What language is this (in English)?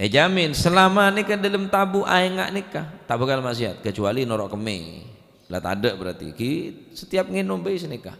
Madurese